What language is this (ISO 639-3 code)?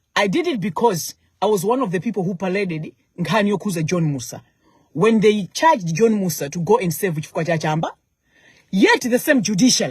nya